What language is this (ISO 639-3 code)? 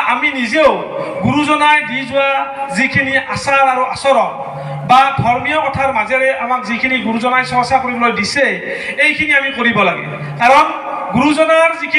asm